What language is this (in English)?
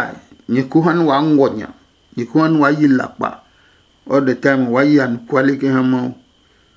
Adangme